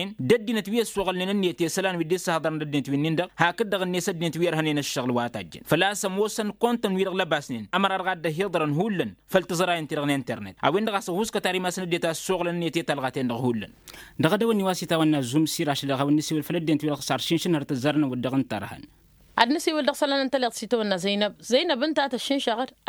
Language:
Tamasheq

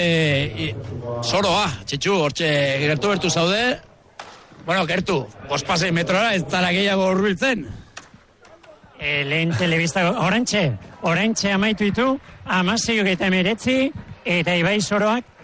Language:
Basque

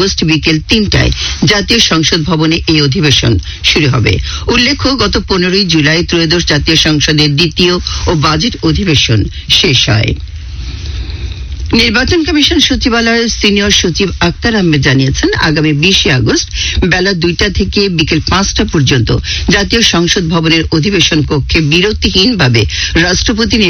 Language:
Bangla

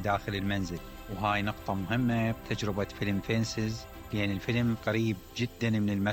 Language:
Mesopotamian Arabic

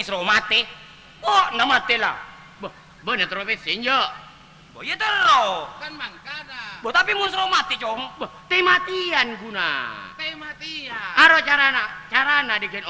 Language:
Madurese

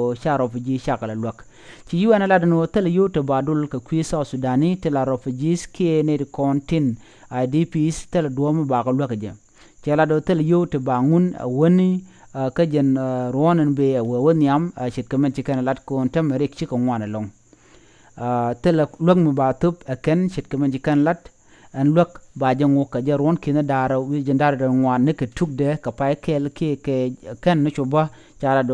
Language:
Nuer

